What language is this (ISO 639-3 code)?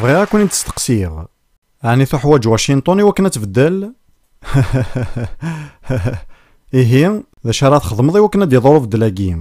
kab